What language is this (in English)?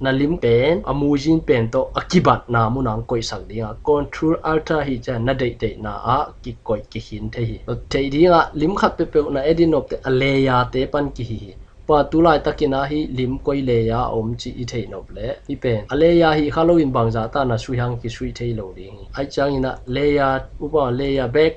Tedim Chin